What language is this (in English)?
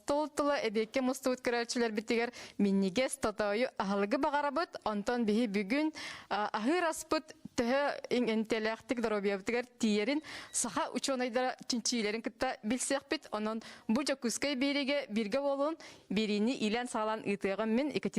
Yakut